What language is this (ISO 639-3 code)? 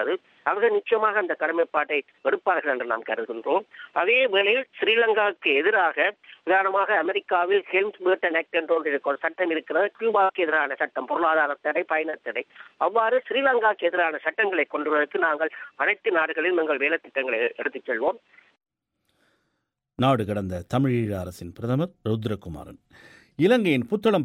tam